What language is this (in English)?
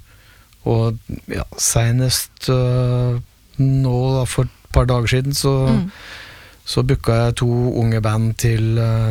Norwegian